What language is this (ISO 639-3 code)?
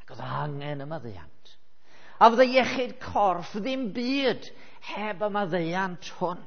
cym